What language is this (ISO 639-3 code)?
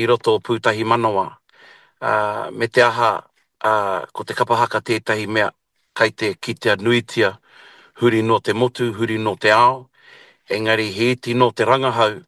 mri